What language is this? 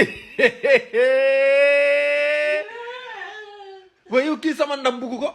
Wolof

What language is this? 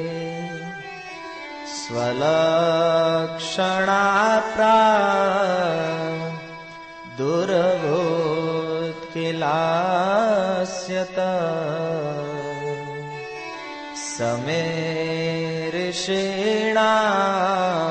Gujarati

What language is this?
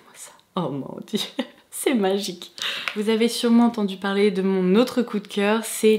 French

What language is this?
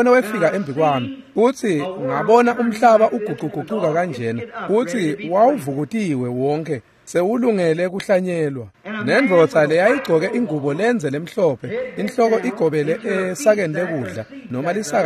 Swati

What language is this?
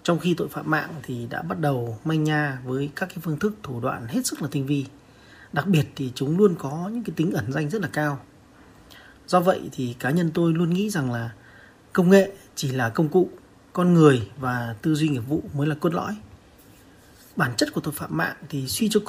Vietnamese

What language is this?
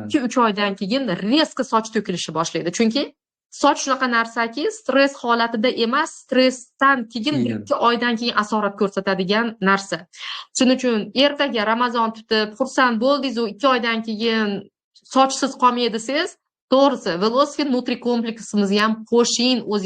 Uzbek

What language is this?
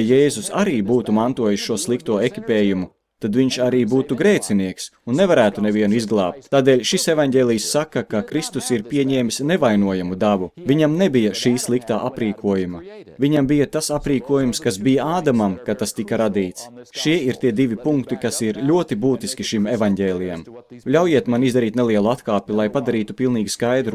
Latvian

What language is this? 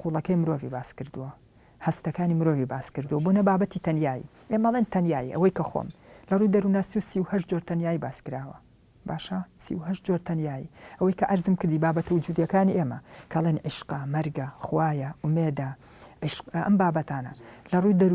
Central Kurdish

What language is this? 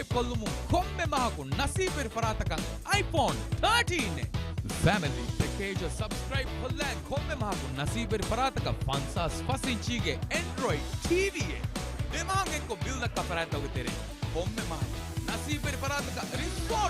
Divehi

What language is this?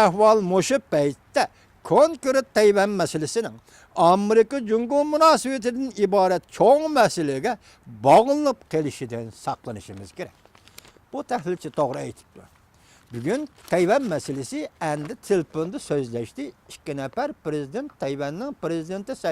Uyghur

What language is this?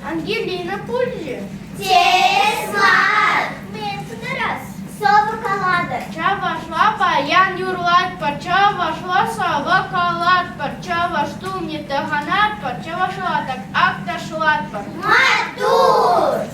Chuvash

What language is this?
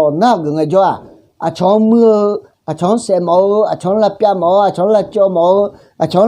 Akha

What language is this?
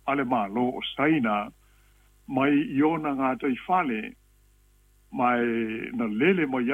Samoan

